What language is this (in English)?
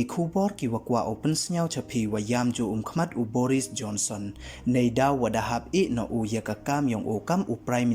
Pnar